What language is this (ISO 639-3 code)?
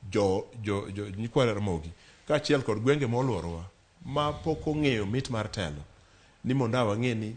luo